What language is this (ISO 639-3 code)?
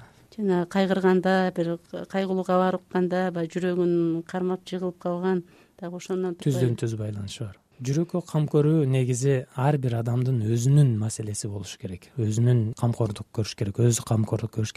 kir